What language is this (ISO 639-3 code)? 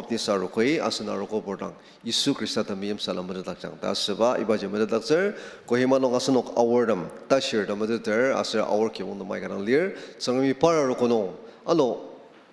njo